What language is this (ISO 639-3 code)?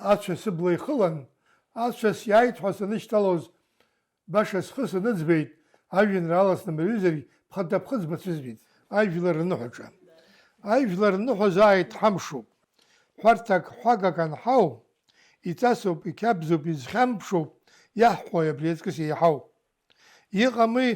abk